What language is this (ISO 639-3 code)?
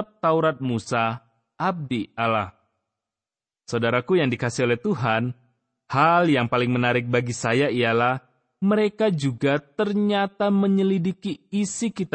ind